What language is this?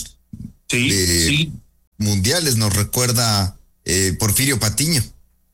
Spanish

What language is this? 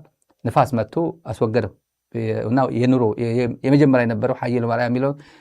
Amharic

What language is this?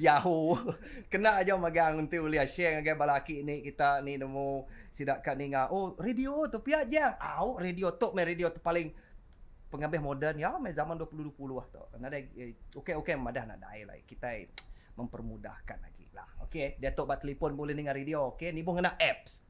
Iban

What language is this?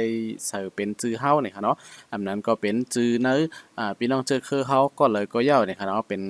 Shan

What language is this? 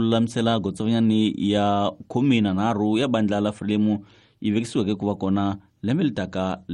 Tsonga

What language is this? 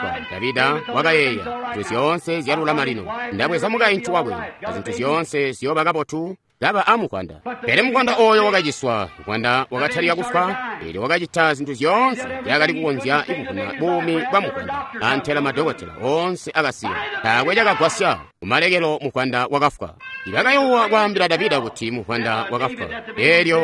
Tonga (Zambia)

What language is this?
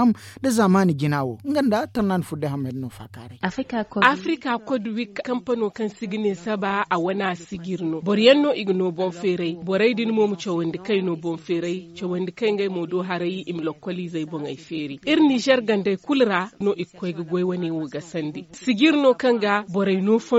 Zarma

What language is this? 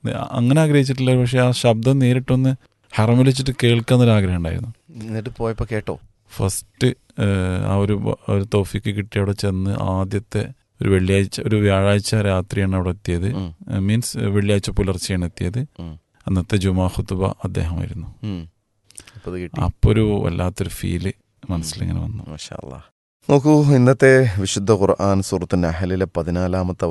Malayalam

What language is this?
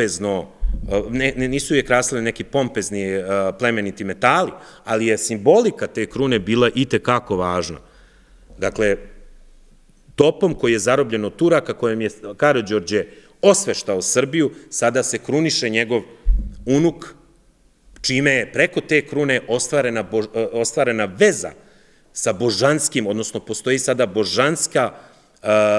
Serbian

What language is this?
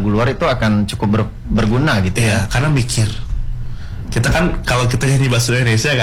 Indonesian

